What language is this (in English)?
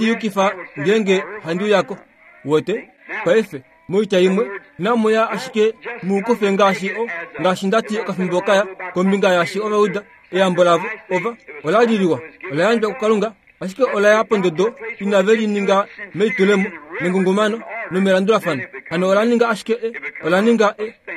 Kuanyama